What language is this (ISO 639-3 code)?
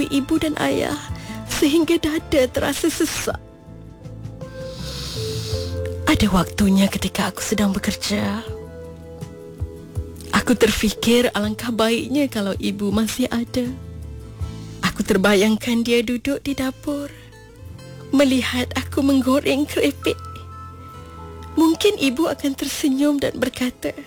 msa